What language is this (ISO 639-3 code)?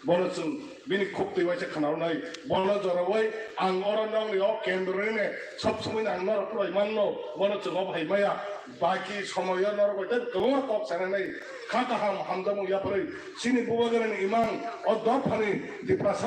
trp